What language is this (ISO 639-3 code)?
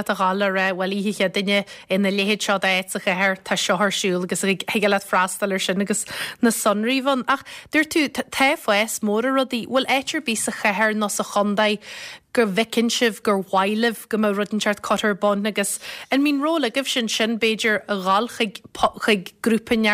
gle